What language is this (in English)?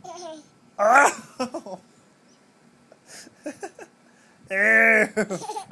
English